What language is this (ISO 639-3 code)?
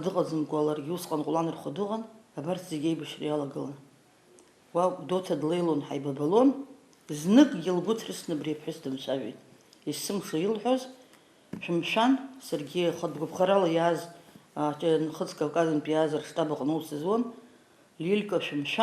abk